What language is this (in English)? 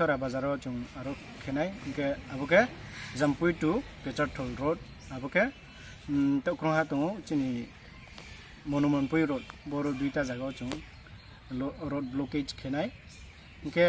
Riang (India)